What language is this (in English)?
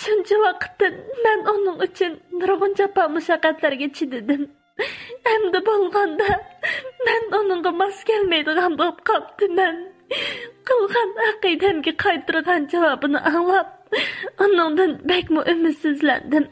Uyghur